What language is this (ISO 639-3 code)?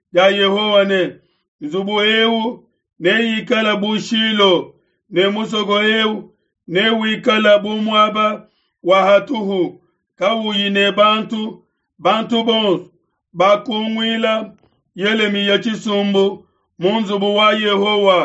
lua